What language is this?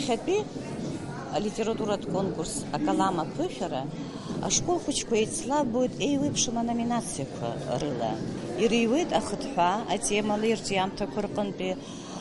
Abkhazian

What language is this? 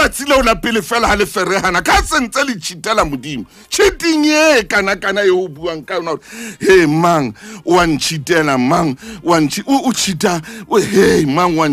Southern Sotho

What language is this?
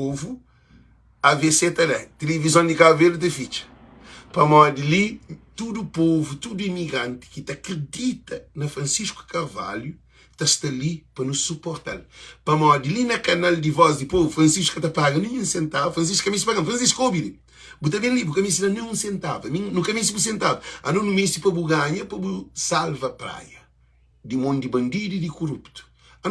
Kabuverdianu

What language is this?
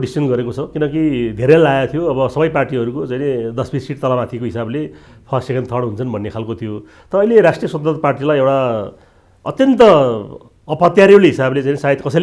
Nepali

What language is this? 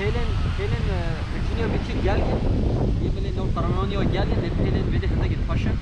Kurdish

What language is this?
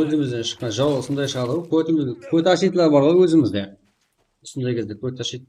Kara-Kalpak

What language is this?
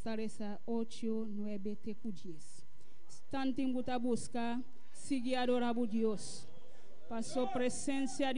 Papiamento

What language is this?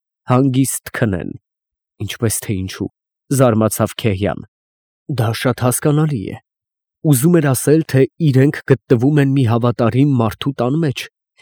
Armenian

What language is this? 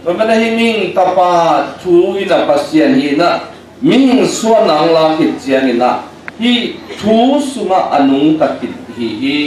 Tedim Chin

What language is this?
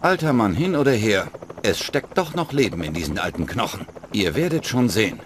Bavarian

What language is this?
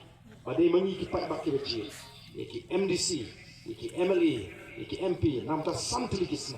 Khasi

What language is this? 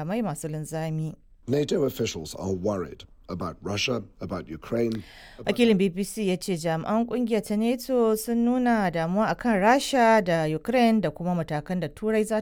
Hausa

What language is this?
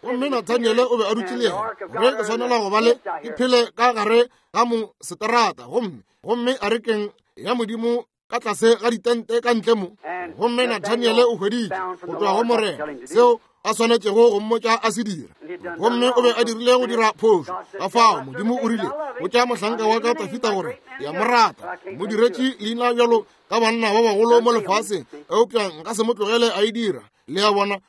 Northern Sotho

